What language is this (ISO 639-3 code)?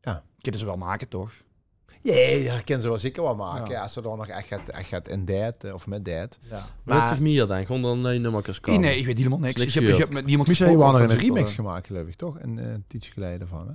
lim